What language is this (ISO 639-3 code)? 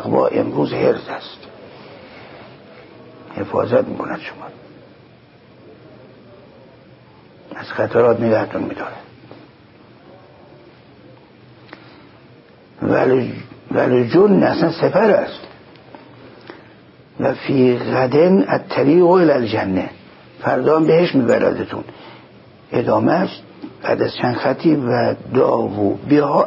fas